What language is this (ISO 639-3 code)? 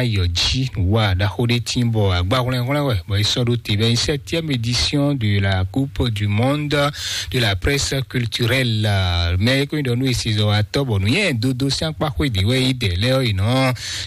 fon